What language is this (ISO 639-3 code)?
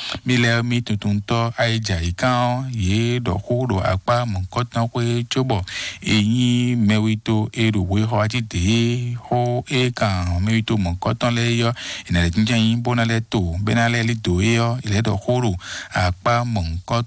fon